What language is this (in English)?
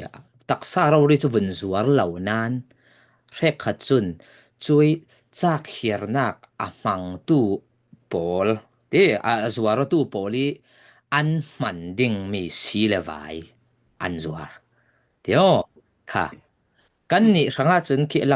Falam Chin